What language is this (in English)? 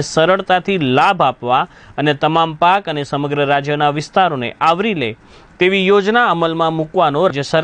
Gujarati